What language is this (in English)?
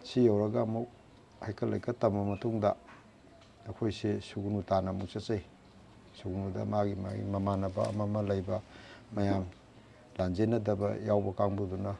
Manipuri